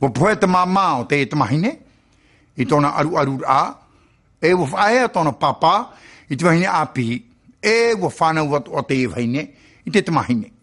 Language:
Tahitian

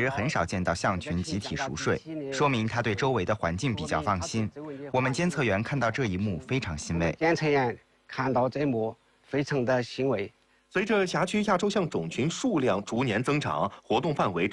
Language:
Chinese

